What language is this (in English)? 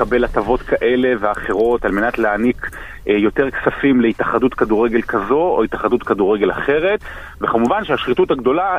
Hebrew